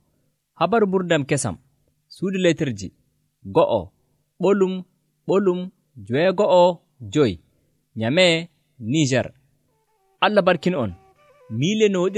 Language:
Nigerian Fulfulde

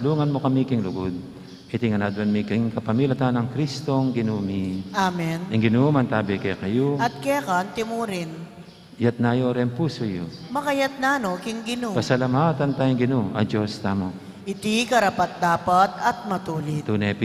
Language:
Pampanga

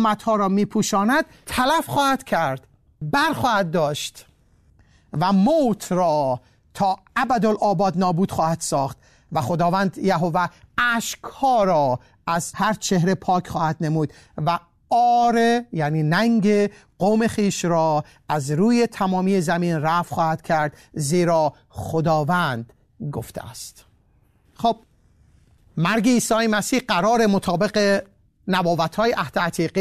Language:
Persian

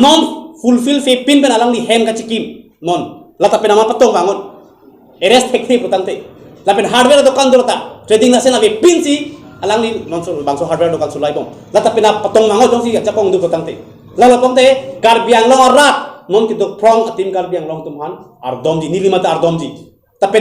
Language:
Karbi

